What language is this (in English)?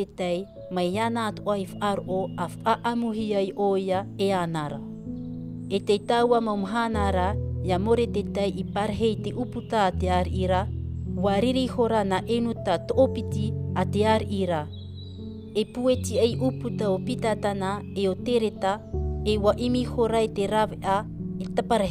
Tahitian